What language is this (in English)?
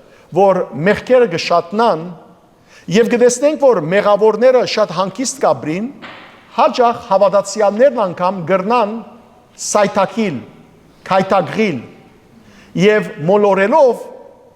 Western Armenian